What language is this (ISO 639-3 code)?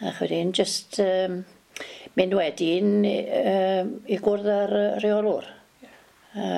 cym